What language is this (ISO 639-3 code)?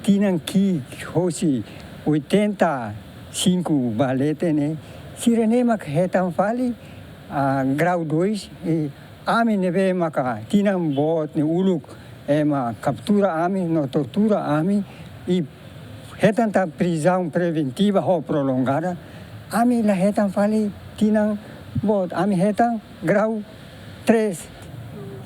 tet